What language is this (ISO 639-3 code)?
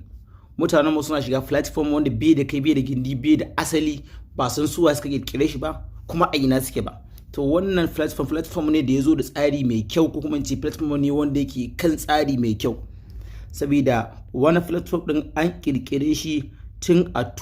hau